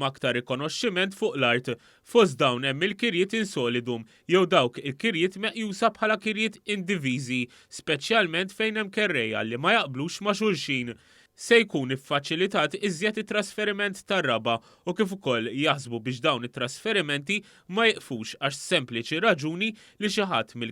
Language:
Maltese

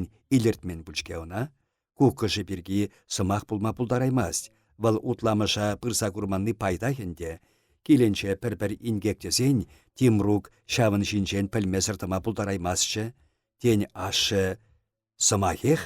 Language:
Chuvash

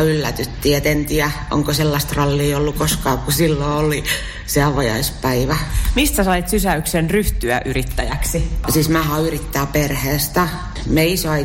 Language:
Finnish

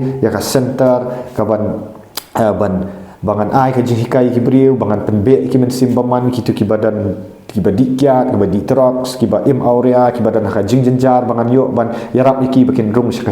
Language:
Khasi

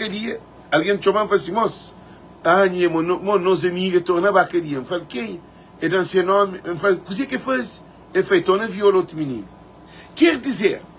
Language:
Kabuverdianu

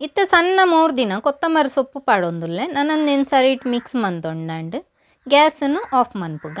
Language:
Tulu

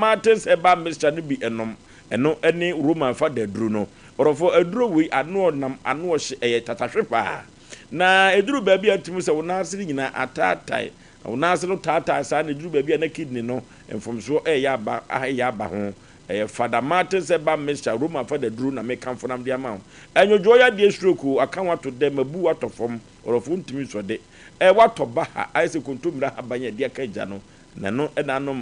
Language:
Akan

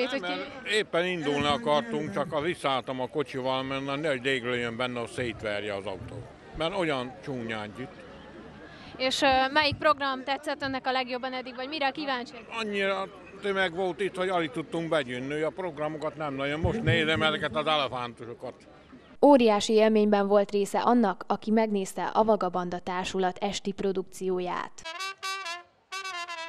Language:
Hungarian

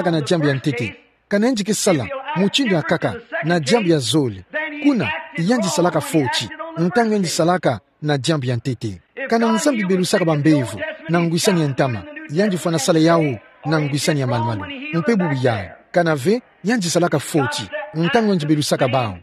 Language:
Kituba (Democratic Republic of Congo)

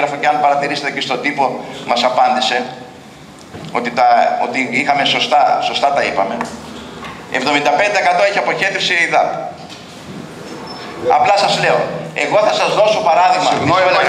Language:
Greek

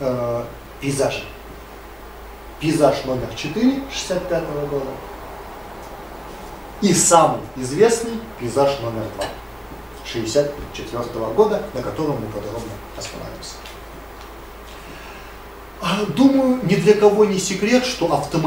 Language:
Russian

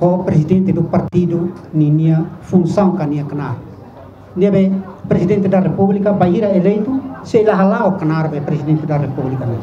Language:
Tetum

